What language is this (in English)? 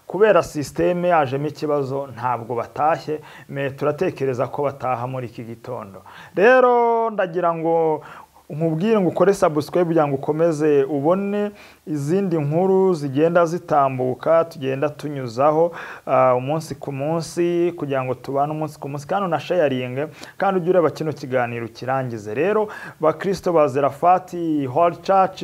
Kinyarwanda